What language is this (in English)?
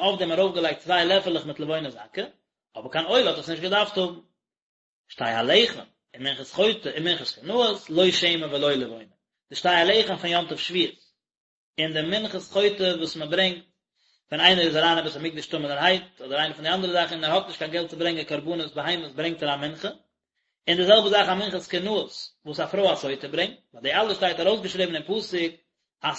Yiddish